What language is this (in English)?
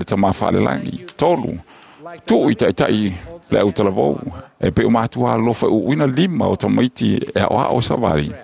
Samoan